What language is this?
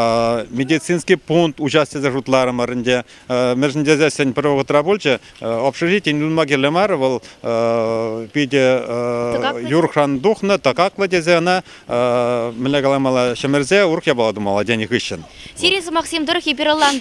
Chuvash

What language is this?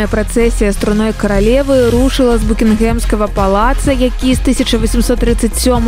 Belarusian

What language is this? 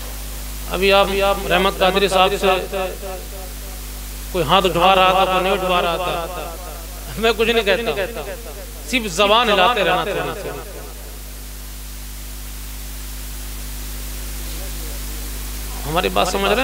Urdu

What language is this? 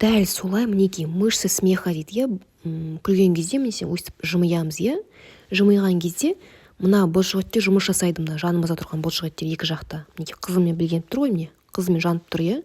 Kazakh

